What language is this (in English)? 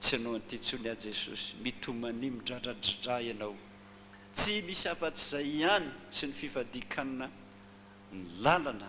Malagasy